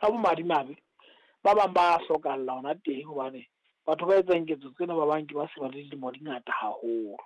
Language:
Southern Sotho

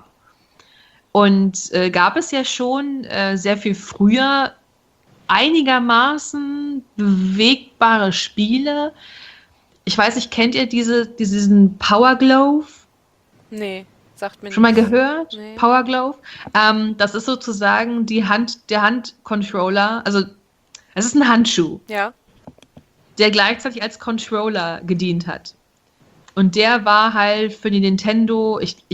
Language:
German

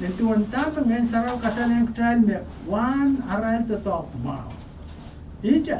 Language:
Pohnpeian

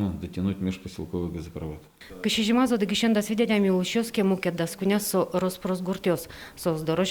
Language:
Udmurt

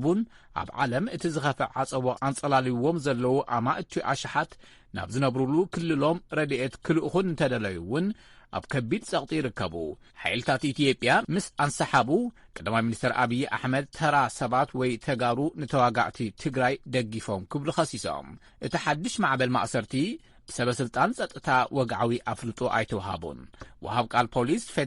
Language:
Tigrinya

